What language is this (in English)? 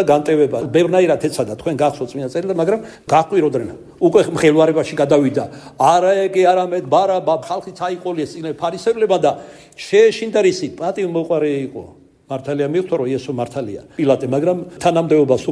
Georgian